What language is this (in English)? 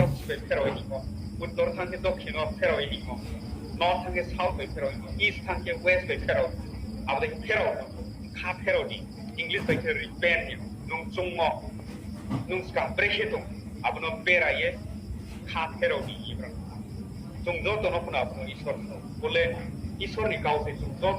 Riang (India)